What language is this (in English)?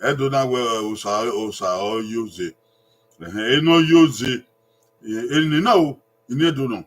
Bini